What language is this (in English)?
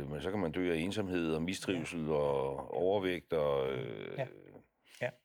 Danish